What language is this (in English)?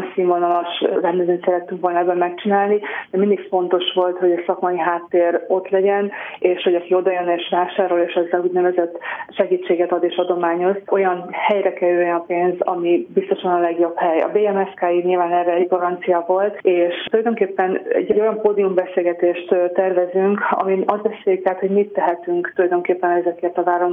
Hungarian